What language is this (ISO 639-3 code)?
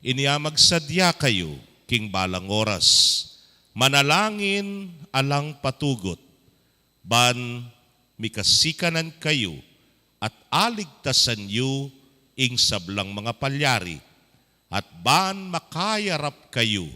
pam